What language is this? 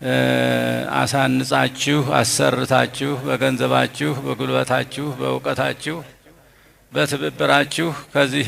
Amharic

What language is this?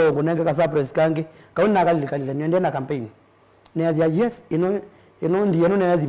Kamba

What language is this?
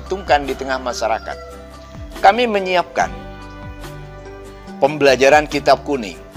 Indonesian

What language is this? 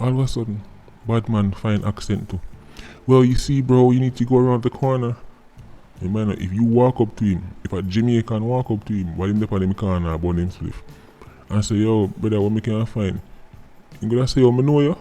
Jamaican Creole English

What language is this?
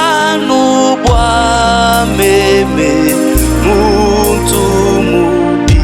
Luba-Lulua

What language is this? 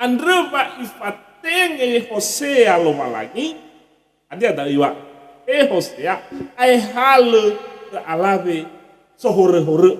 Nias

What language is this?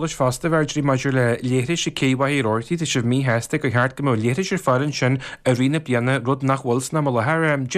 Irish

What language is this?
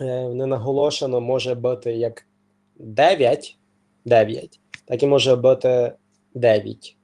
Rusyn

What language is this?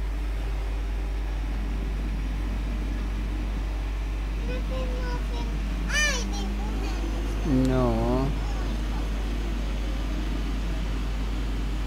Finnish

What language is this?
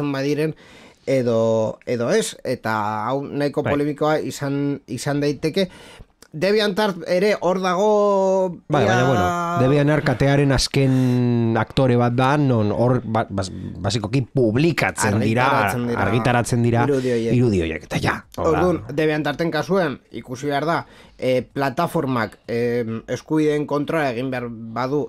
Basque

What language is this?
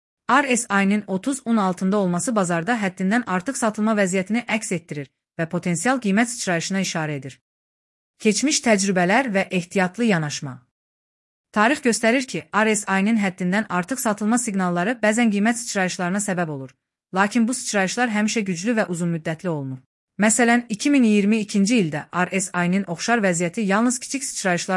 Azerbaijani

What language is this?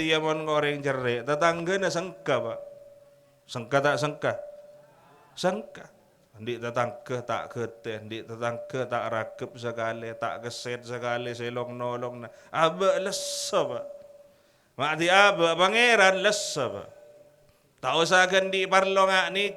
Madurese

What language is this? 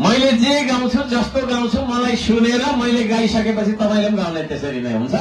Nepali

